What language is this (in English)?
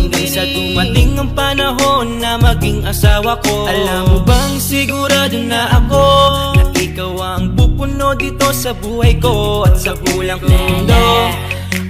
Filipino